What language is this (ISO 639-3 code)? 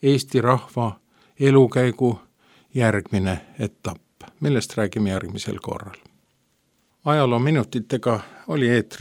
est